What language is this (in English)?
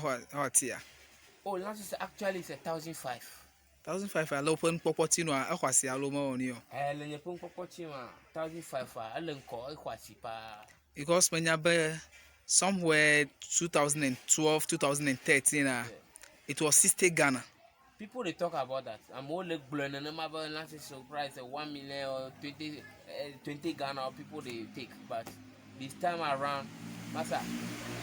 Ewe